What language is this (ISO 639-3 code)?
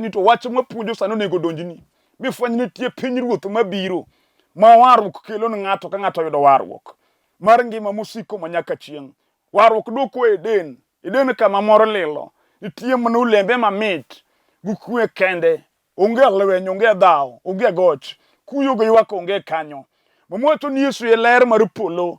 luo